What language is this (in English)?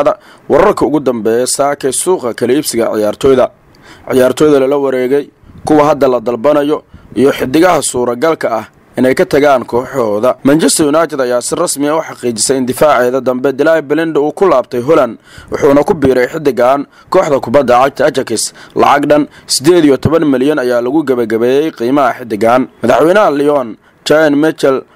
Somali